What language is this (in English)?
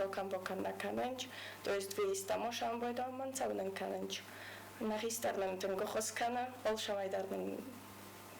Ossetic